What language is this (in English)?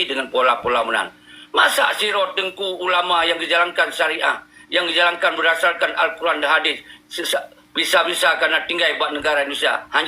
Achinese